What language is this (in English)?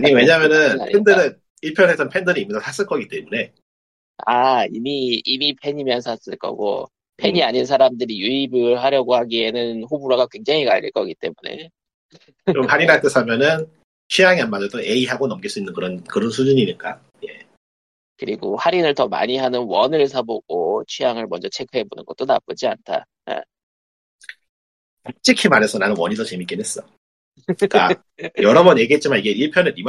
Korean